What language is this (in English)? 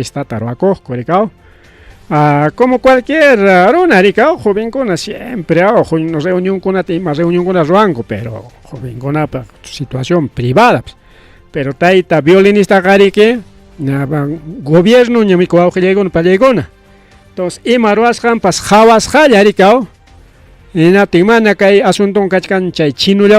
Ayacucho Quechua